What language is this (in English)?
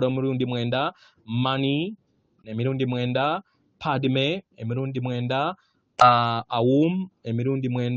Ganda